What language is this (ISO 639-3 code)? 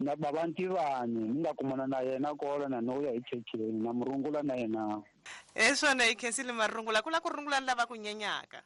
tso